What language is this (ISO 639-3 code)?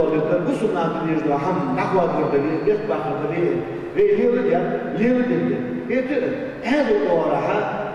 inh